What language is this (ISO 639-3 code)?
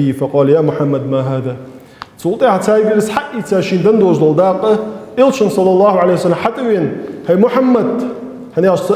inh